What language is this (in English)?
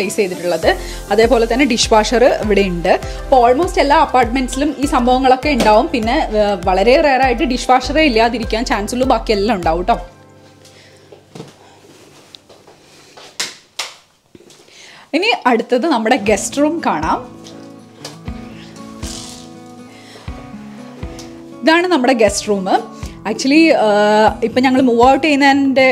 Malayalam